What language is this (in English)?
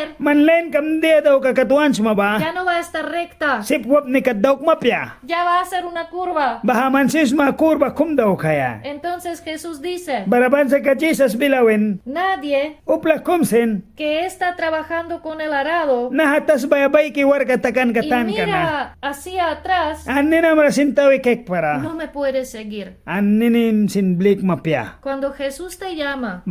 Mískito